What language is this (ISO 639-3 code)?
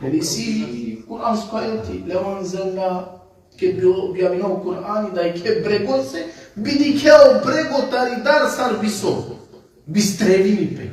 rmn